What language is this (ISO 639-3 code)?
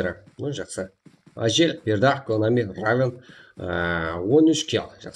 kaa